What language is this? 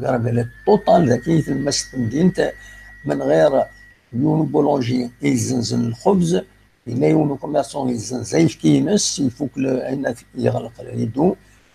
Kabyle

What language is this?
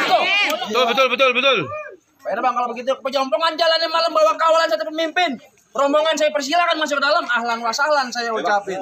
Betawi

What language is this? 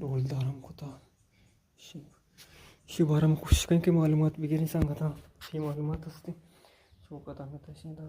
Eastern Balochi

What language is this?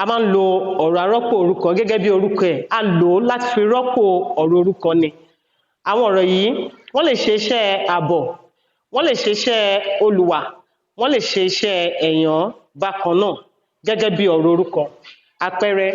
Yoruba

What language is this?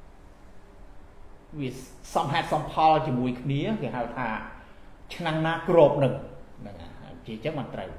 Khmer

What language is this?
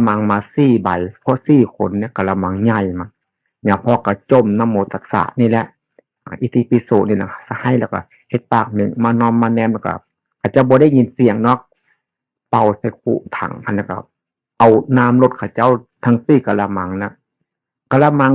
Northeastern Thai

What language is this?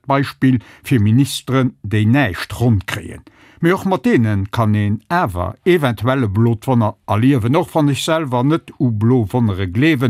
Luxembourgish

